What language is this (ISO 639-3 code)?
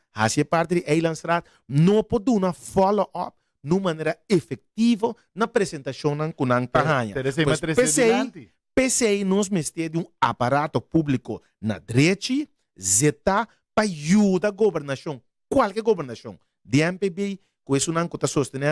pap